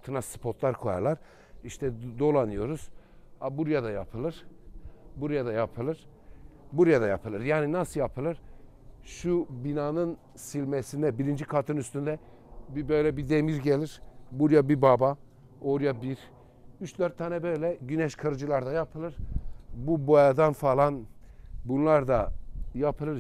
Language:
Turkish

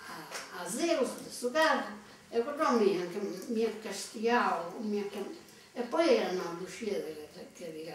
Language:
Sardinian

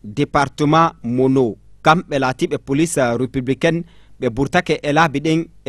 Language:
Fula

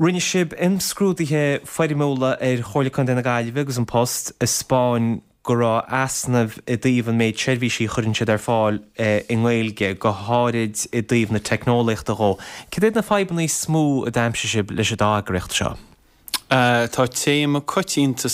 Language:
Irish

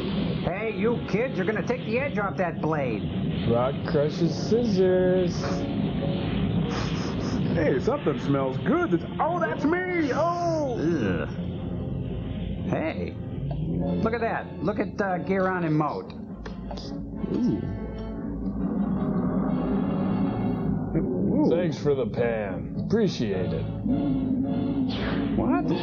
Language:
English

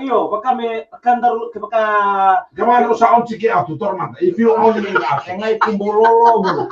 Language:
Fijian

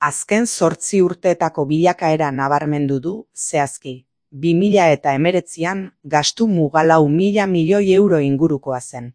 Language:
Basque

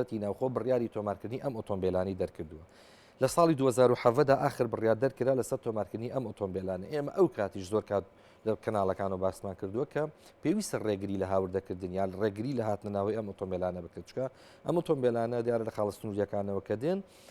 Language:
Central Kurdish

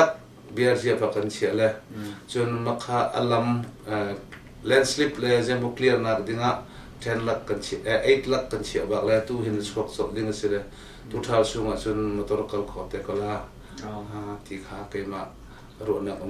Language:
Hakha Chin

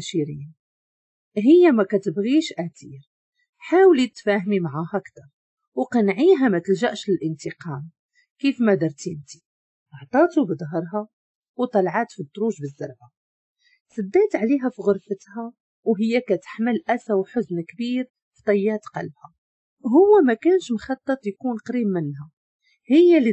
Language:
Moroccan Arabic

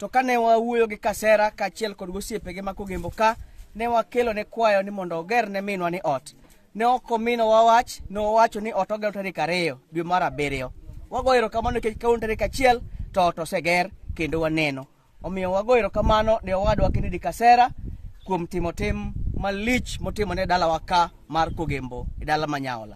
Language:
Luo (Kenya and Tanzania)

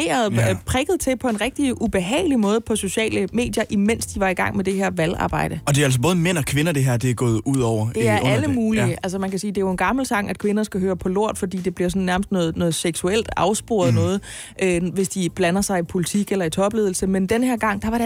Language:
Danish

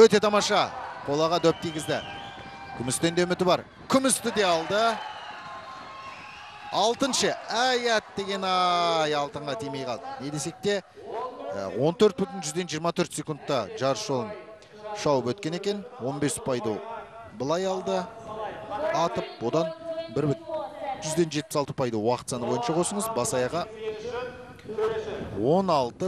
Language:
Kazakh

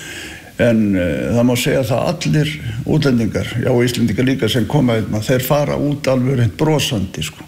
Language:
Icelandic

